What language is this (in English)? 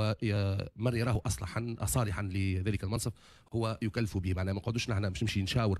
Tunisian Arabic